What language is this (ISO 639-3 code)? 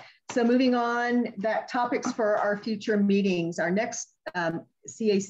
eng